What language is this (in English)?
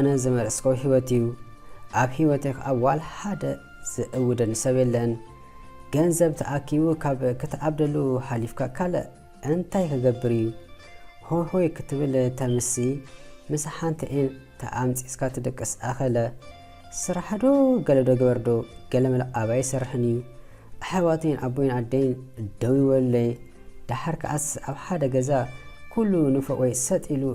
Tigrinya